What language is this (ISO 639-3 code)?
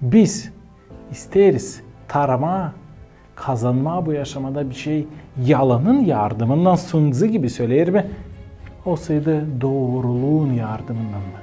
gag